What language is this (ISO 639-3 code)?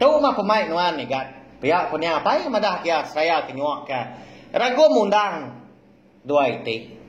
iba